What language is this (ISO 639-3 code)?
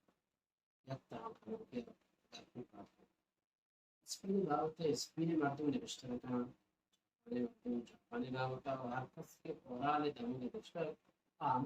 bal